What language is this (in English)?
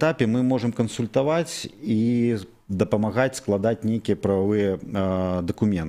Belarusian